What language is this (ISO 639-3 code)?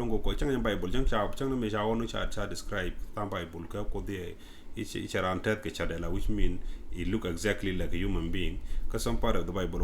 nus